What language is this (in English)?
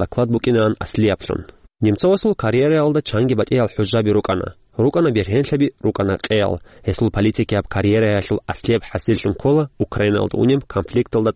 Avaric